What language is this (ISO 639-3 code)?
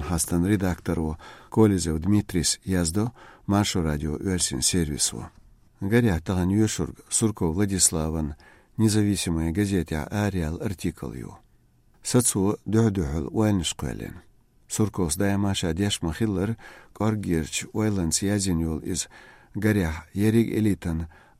che